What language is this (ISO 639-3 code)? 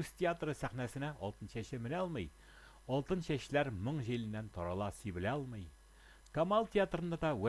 tat